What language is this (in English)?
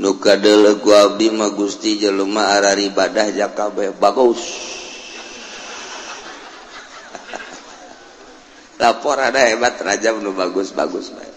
Sundanese